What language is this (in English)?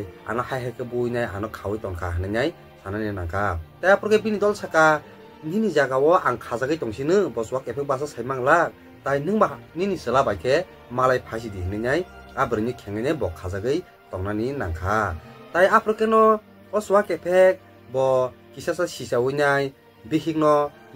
Kok Borok